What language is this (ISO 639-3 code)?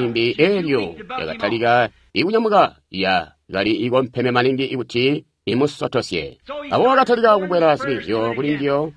toi